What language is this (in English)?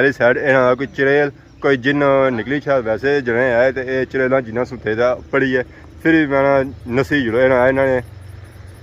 Pahari-Potwari